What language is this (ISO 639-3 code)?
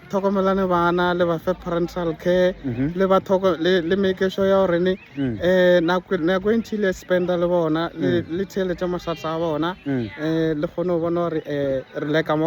nso